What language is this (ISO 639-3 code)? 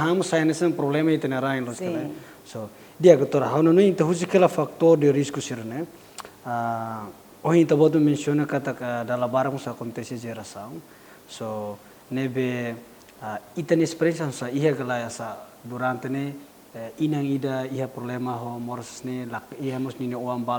tet